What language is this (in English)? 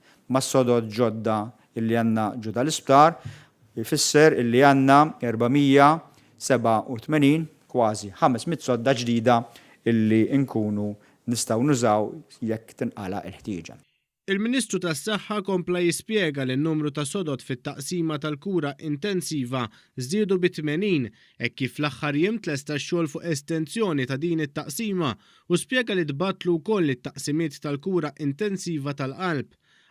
Maltese